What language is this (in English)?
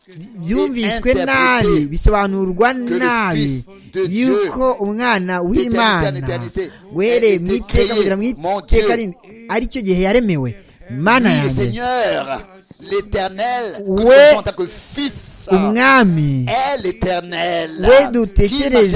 Kinyarwanda